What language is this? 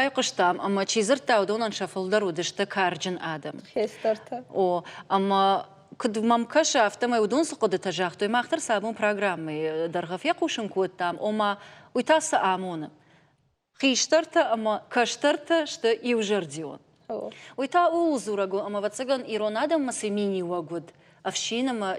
Ossetic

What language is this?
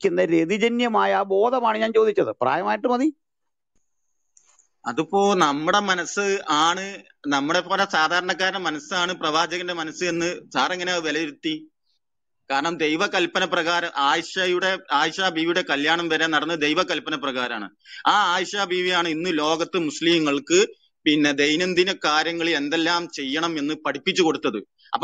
Malayalam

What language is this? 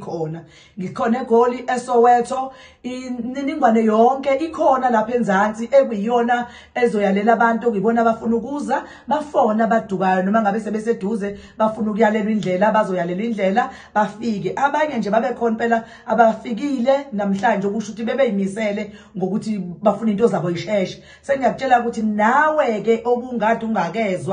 Zulu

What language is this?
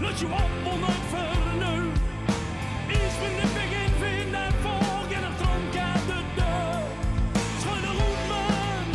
Gronings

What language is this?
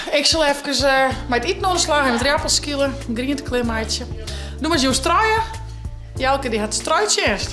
Western Frisian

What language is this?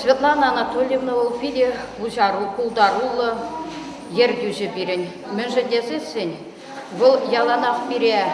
Chuvash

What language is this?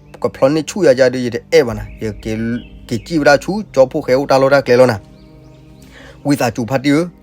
S'gaw Karen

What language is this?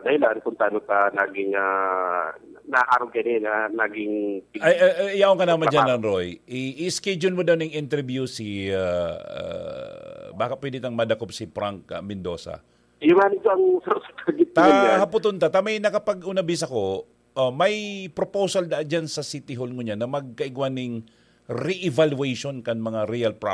Bikol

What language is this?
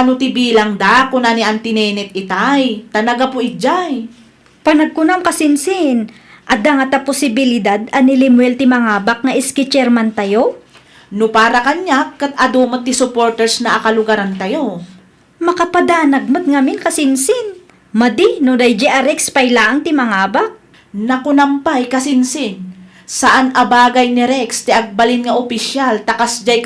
Iloko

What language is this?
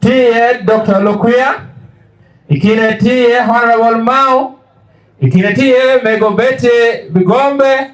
Acoli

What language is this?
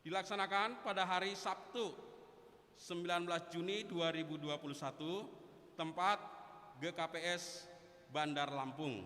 Batak Simalungun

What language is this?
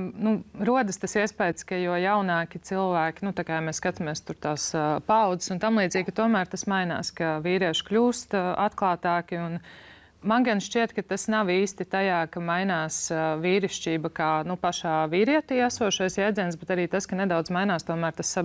Latvian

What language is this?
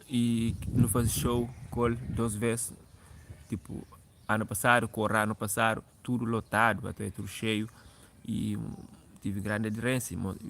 Kabuverdianu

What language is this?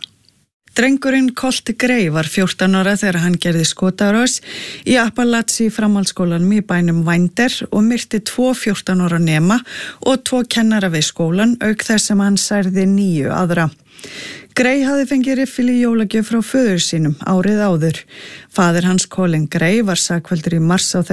Icelandic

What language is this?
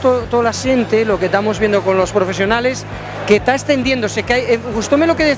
Asturian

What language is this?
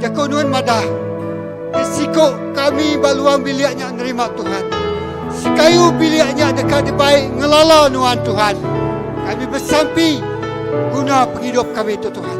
Iban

